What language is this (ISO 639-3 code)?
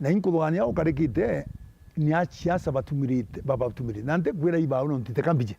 mer